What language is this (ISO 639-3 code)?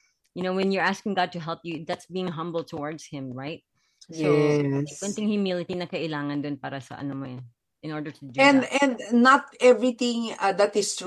fil